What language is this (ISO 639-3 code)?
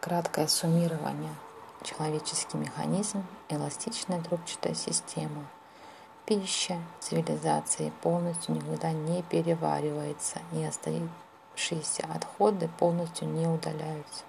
rus